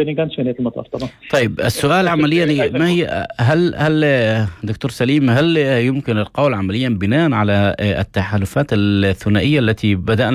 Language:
North Levantine Arabic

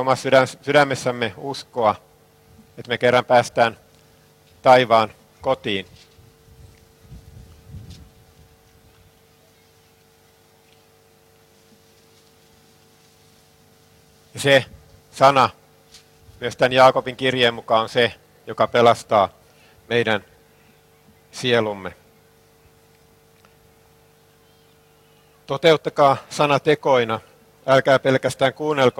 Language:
Finnish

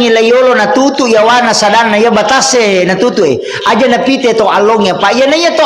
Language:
Buginese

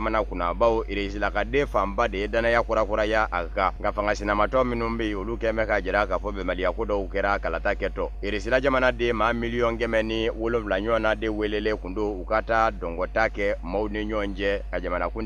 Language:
Bambara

